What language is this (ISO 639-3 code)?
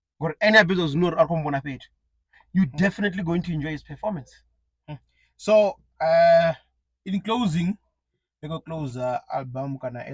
ven